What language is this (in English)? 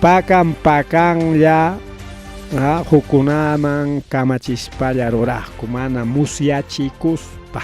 Ayacucho Quechua